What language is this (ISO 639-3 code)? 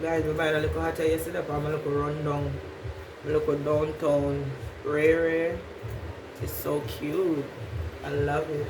jam